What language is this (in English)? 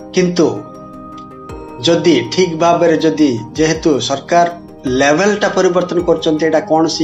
Odia